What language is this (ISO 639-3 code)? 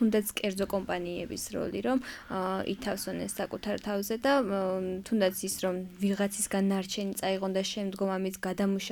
kat